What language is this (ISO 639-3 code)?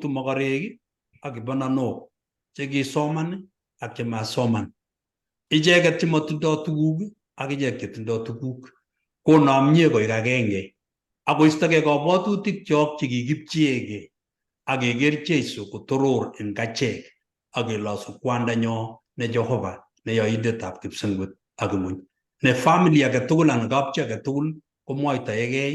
kln